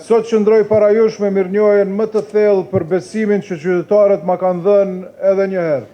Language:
Albanian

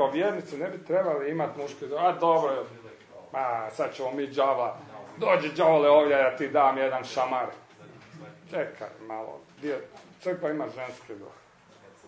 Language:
Croatian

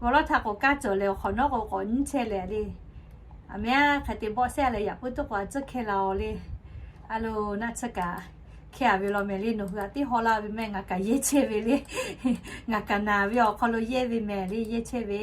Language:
Lahu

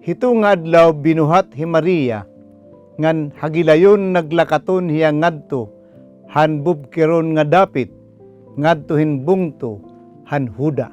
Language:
Waray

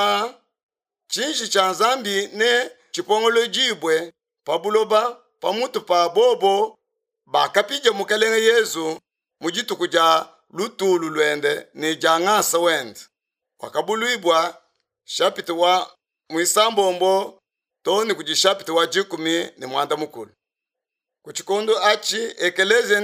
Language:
Luba-Lulua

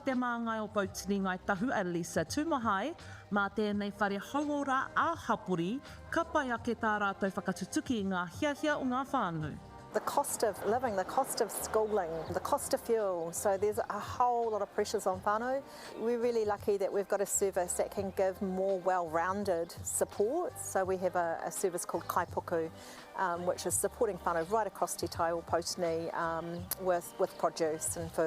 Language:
Māori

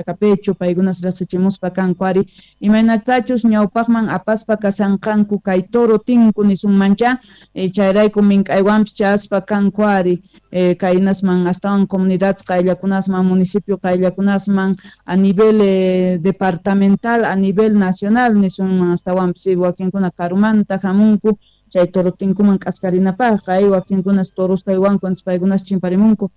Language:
South Bolivian Quechua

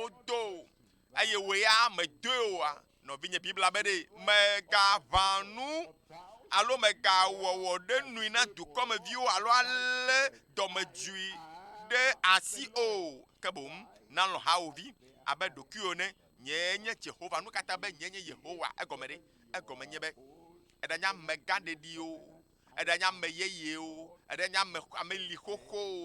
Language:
Ewe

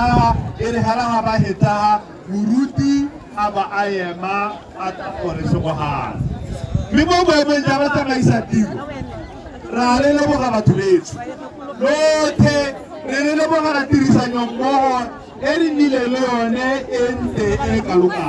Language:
Tswana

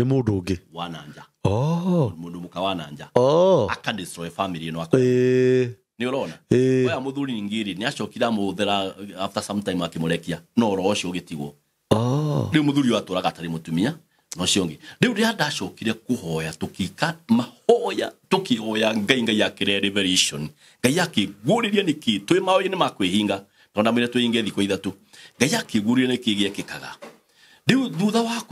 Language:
Kikuyu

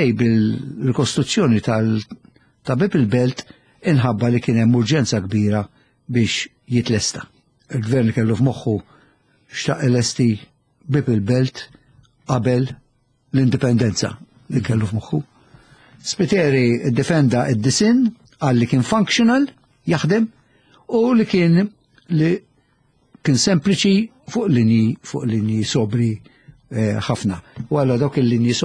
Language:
Maltese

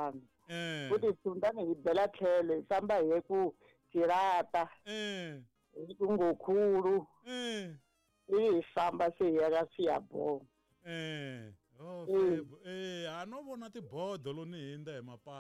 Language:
Tsonga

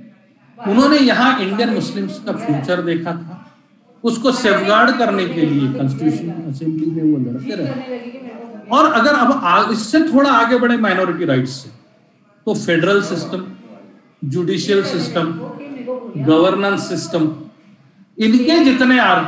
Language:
Hindi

